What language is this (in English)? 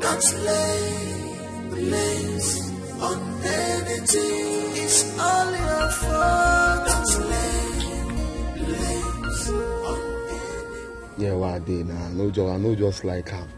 Nigerian Pidgin